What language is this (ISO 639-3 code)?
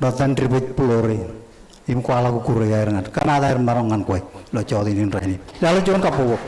mah